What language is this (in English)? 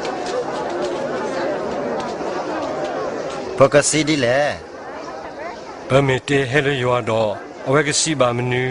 S'gaw Karen